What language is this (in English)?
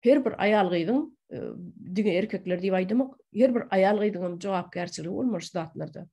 Turkmen